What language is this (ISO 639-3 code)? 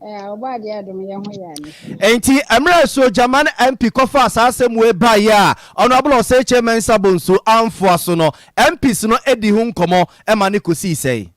aka